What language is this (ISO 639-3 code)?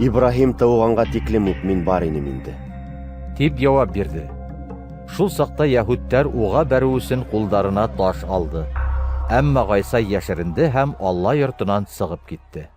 bak